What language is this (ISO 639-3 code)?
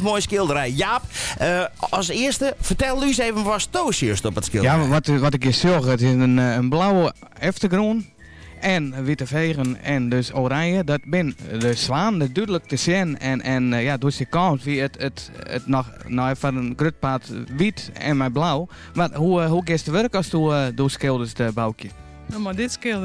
fry